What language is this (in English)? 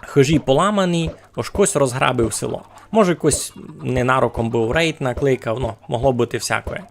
Rusyn